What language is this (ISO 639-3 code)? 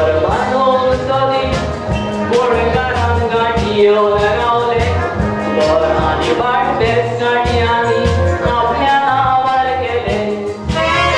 kok